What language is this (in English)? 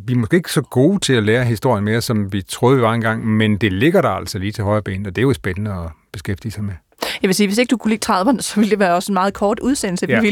Danish